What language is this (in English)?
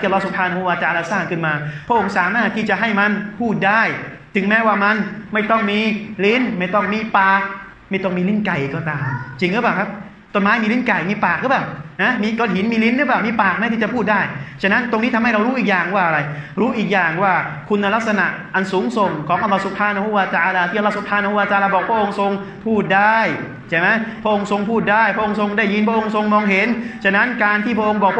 Thai